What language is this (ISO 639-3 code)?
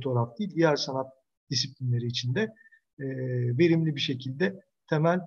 tur